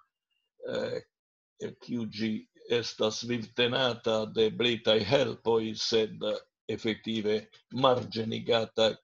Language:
Esperanto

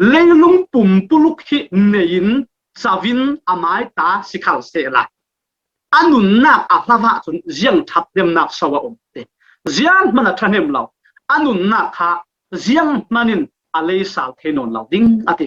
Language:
Falam Chin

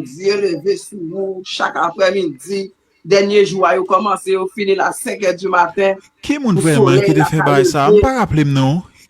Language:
Haitian Creole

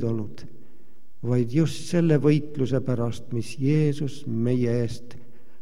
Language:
Estonian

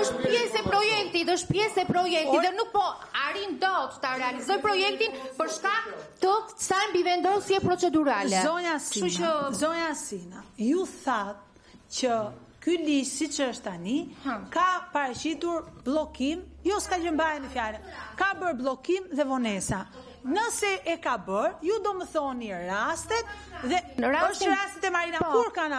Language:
Albanian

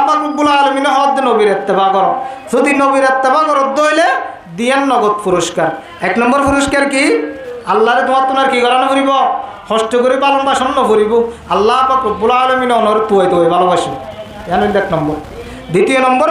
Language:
Rohingya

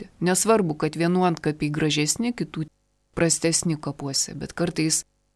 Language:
Lithuanian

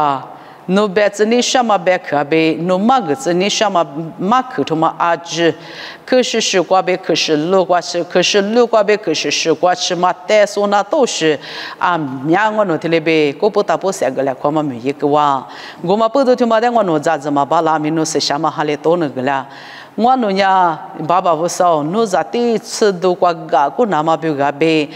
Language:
Lisu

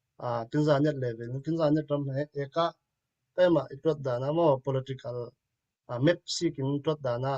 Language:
Falam Chin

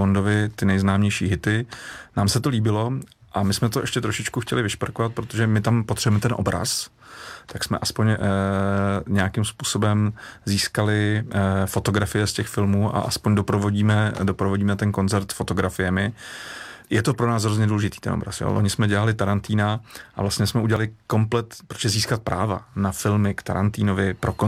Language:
Czech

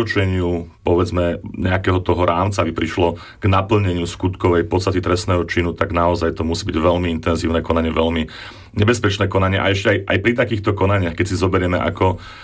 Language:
Slovak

